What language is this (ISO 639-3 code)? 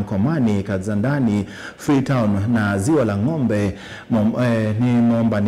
kam